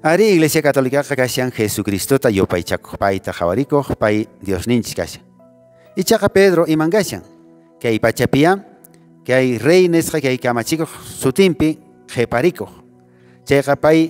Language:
Quechua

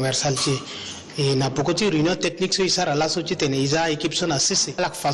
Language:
Sango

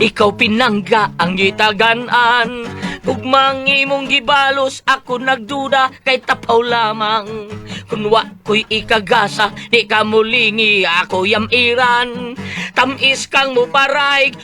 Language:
Cebuano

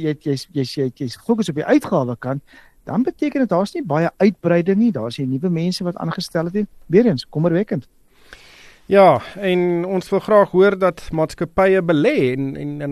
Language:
Afrikaans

